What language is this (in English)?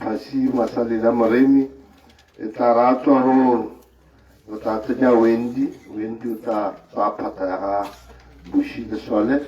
Tswana